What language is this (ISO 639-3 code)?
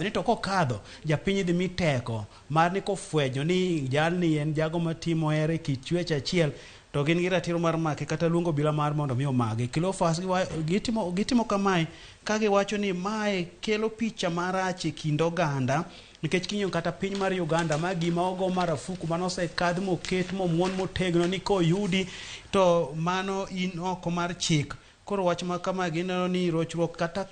luo